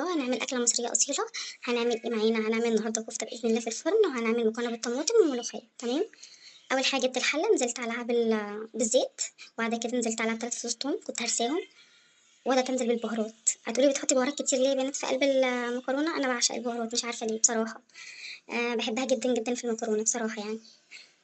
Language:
Egyptian Arabic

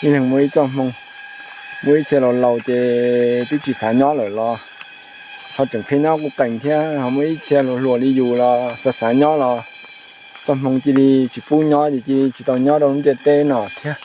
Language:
Hmong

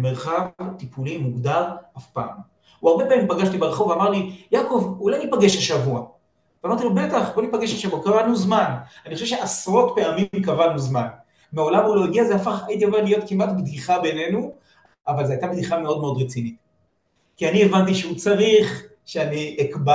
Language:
Hebrew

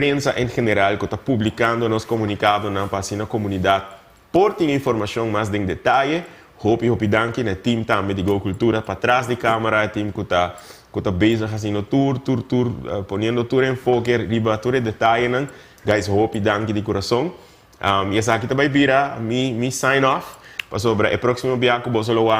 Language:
Papiamento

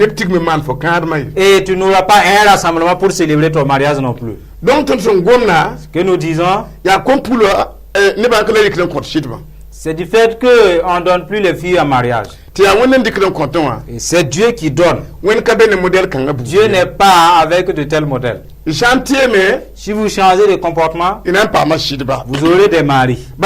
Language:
Mossi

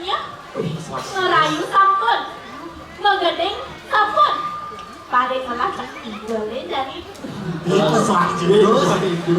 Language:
Balinese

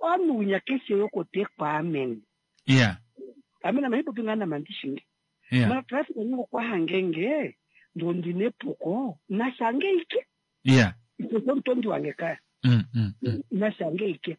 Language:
Kuanyama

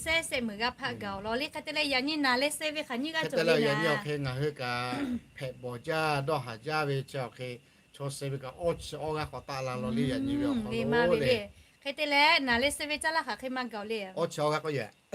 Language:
Lahu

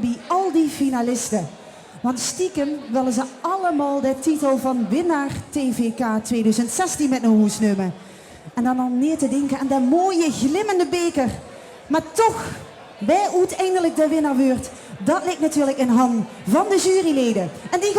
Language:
Limburgish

